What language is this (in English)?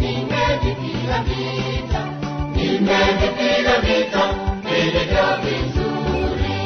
Gusii